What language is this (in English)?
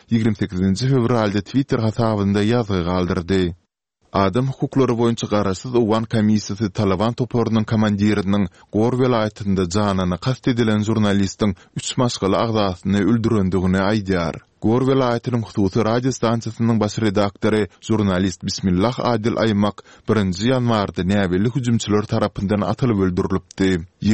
Turkmen